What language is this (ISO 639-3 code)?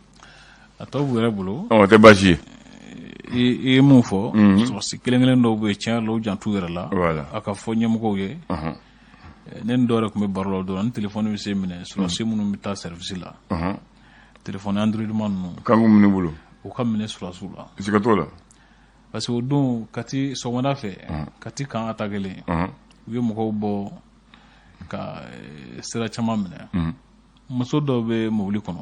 bam